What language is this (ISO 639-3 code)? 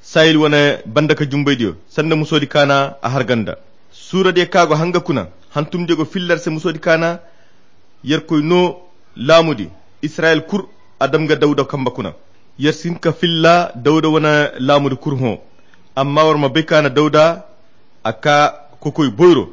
khq